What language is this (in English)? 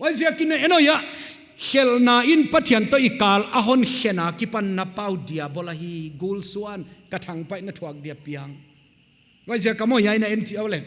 Paite Chin